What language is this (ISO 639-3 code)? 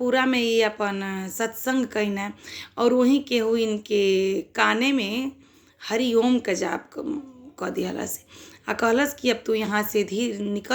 bho